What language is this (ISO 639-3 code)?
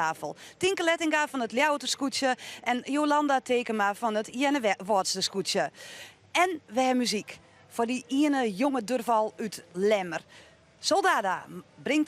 fry